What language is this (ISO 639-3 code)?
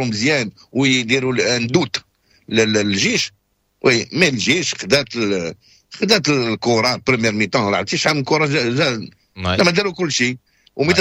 ary